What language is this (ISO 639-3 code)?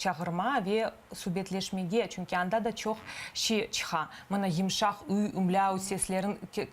crh